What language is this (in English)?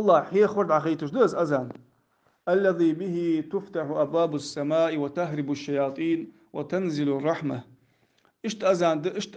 Ingush